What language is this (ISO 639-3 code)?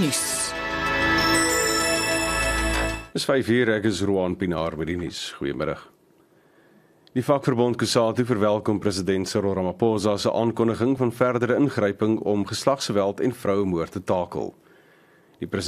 afr